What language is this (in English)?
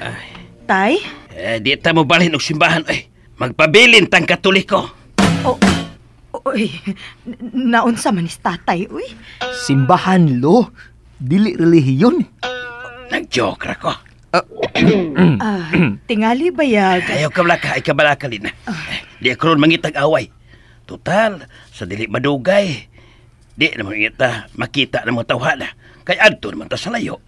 Cebuano